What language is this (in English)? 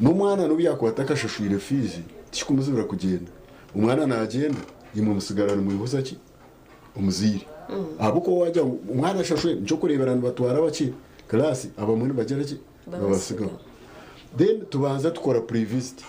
Nyankole